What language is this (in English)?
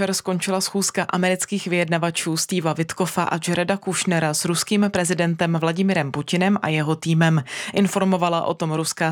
Czech